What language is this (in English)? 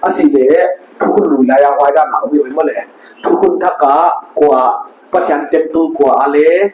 Paite Chin